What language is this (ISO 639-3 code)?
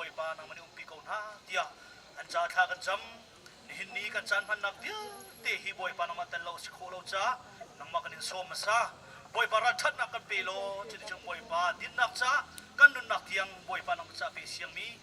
cnh